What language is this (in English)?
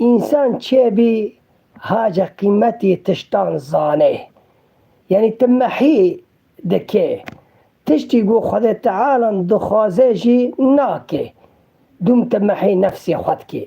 Kurdish